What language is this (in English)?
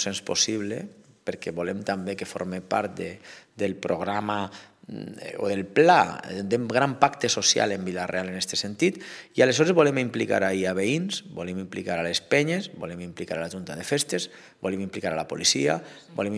Catalan